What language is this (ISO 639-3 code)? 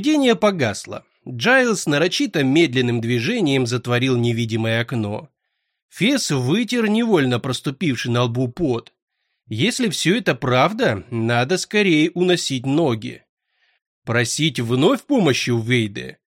rus